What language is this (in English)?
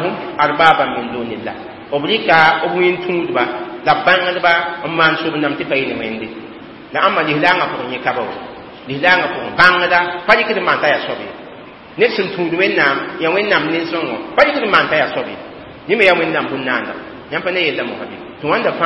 Mossi